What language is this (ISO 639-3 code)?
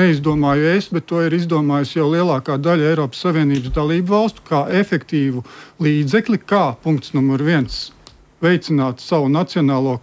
lav